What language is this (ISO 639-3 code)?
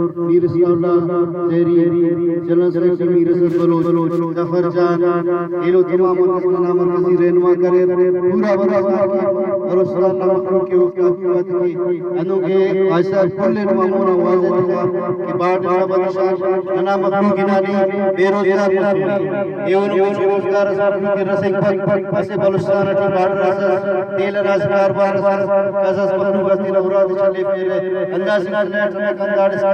brh